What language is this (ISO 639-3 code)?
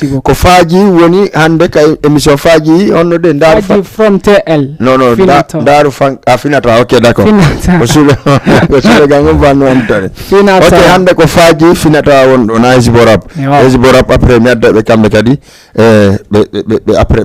ful